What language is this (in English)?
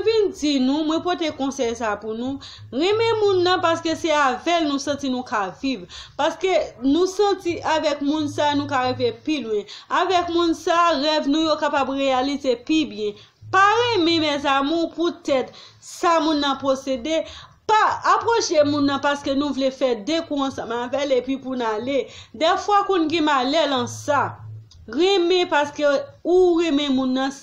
Haitian Creole